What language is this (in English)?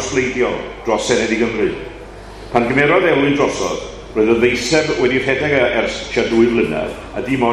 Welsh